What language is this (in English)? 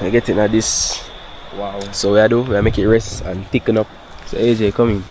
Jamaican Creole English